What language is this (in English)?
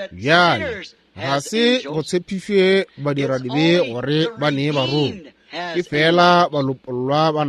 Northern Sotho